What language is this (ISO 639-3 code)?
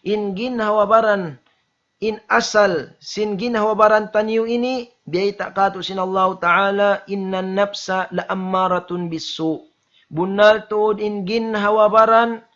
tsg